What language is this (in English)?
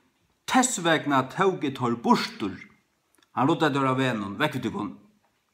Faroese